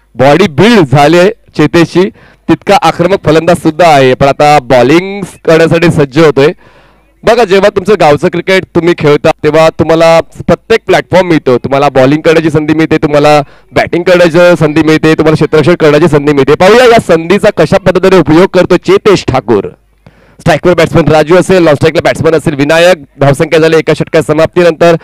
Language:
Marathi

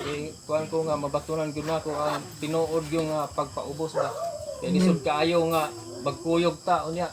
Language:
Cebuano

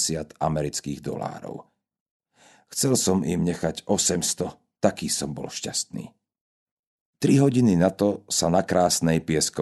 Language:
Slovak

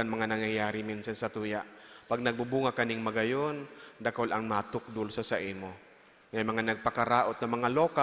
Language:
Bikol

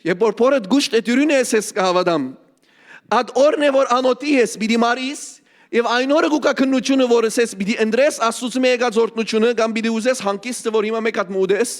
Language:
Western Armenian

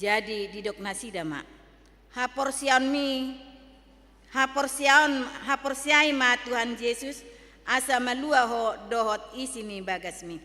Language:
Batak Toba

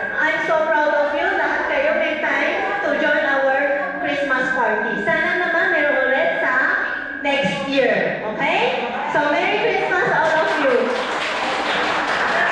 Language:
Filipino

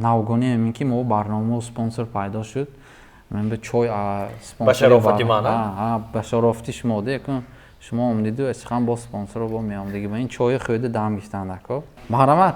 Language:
Tajik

